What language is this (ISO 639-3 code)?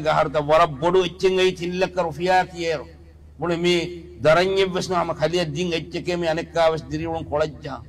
div